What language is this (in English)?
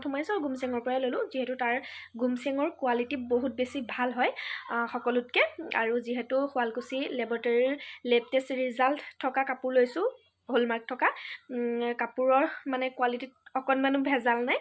Assamese